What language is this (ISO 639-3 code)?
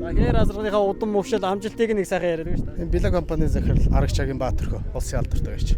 mon